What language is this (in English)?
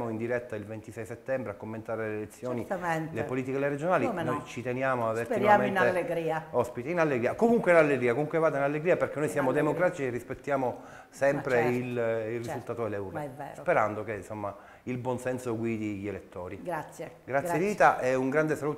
Italian